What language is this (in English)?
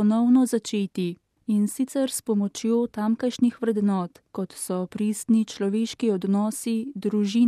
Slovenian